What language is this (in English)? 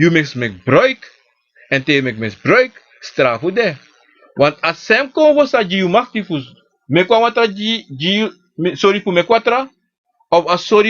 Sranan Tongo